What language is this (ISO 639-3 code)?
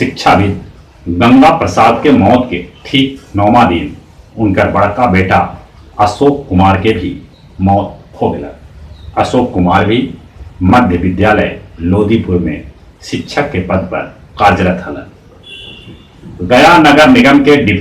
mag